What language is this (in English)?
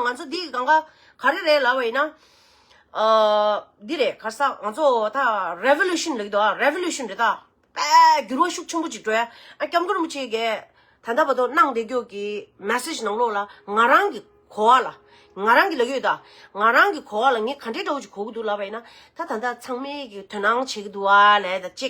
Tibetan